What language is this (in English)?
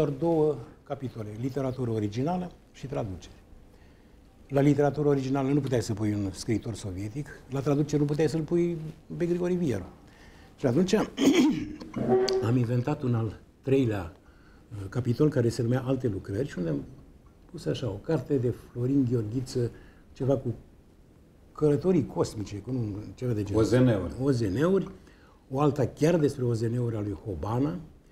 Romanian